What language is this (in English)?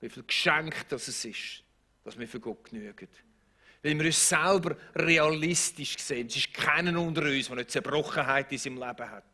Swiss German